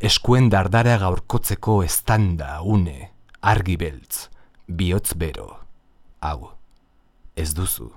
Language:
Basque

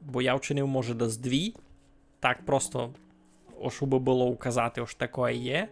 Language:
Rusyn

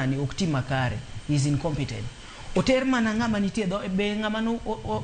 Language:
Luo (Kenya and Tanzania)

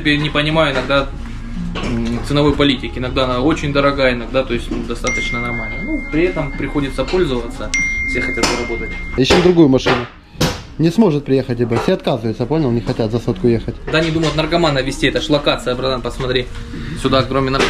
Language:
Russian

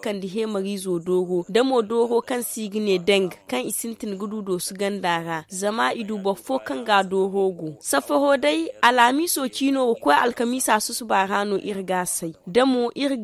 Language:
Zarma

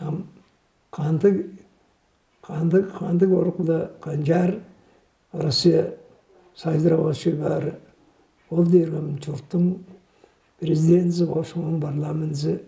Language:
Tuvinian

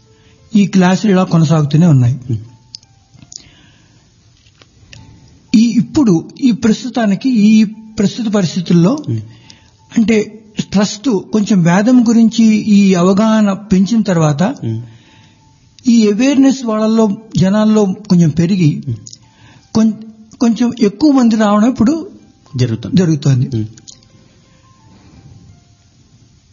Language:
Telugu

